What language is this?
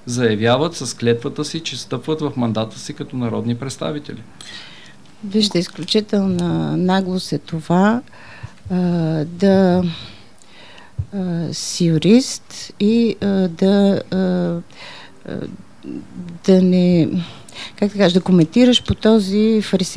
Bulgarian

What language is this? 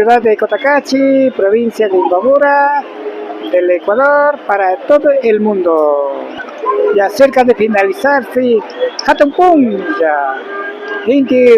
Imbabura Highland Quichua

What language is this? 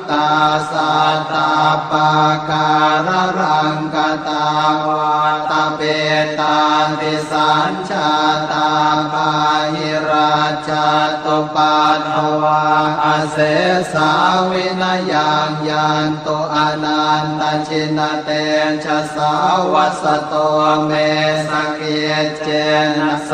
Pali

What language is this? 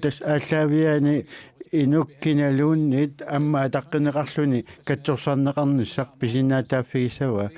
Kalaallisut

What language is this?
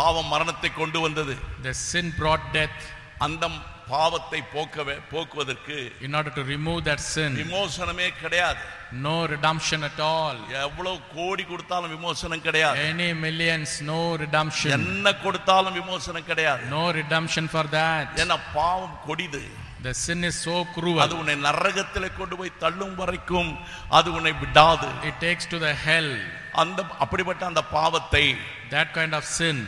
Tamil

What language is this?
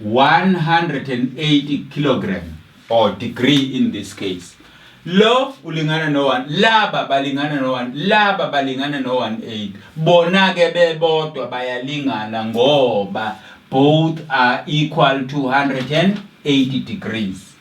Zulu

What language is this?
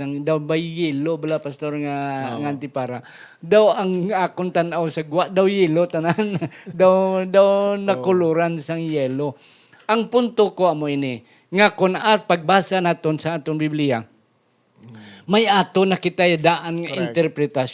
Hiligaynon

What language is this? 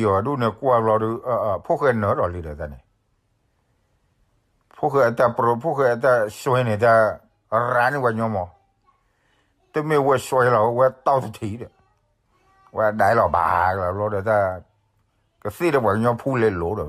S'gaw Karen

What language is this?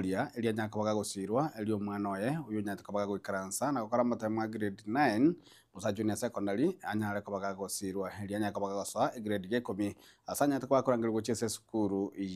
Gusii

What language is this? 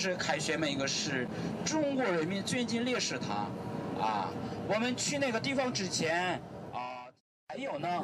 Chinese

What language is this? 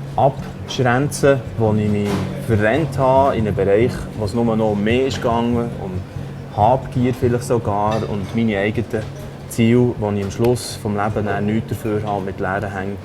Swiss German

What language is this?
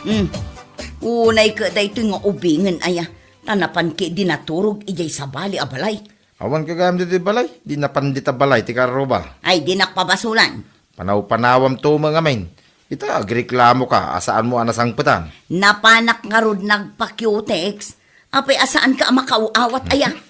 Iloko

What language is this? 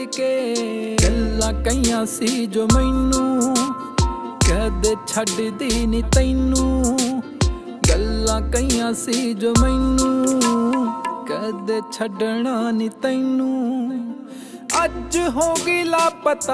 Punjabi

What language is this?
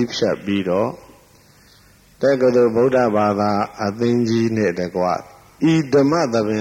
Burmese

